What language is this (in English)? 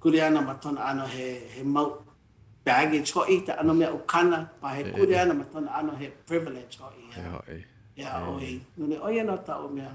Hawaiian